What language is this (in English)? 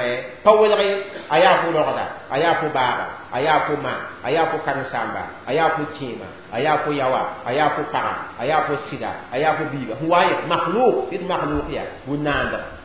Mossi